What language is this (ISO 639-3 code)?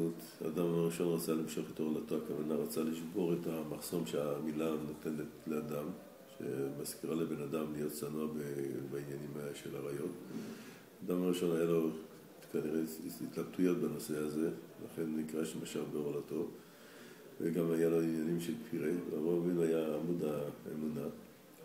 heb